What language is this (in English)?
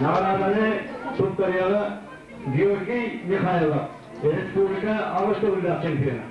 Yakut